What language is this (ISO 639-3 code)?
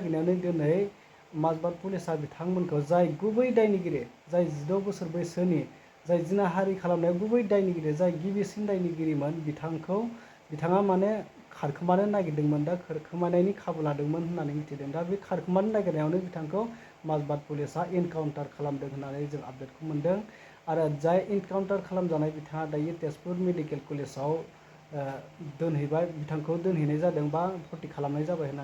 brx